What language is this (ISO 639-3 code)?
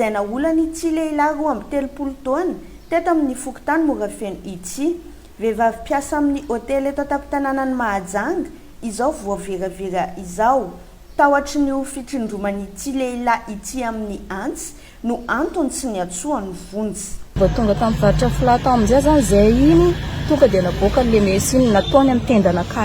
mlg